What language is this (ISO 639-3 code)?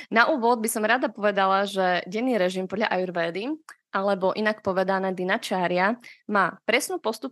slk